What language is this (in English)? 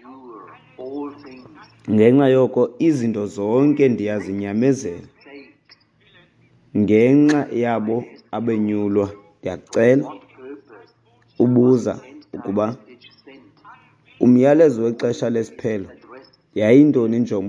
Xhosa